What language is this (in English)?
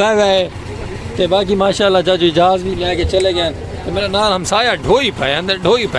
Saraiki